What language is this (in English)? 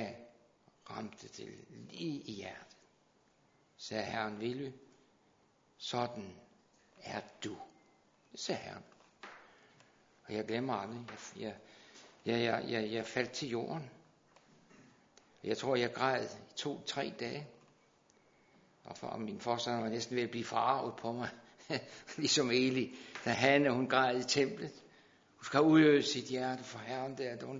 Danish